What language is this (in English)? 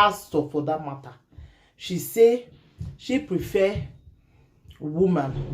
Nigerian Pidgin